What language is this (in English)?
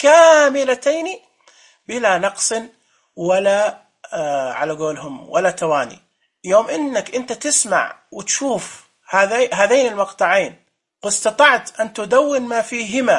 Najdi Arabic